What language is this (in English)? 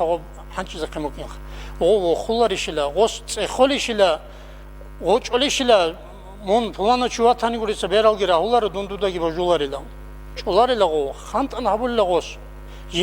Avaric